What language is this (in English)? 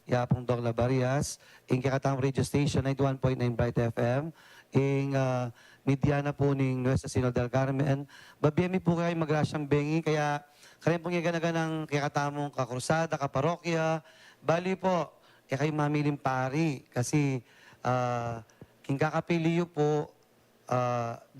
Pampanga